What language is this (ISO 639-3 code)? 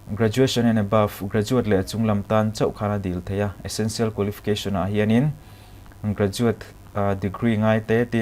lus